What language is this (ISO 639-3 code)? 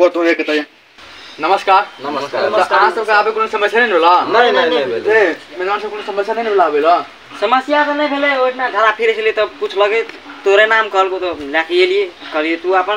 mai